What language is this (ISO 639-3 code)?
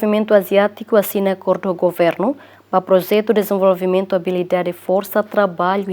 tet